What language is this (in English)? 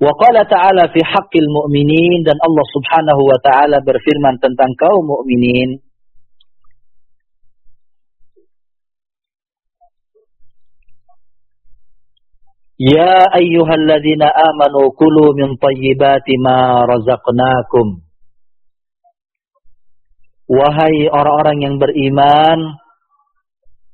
Indonesian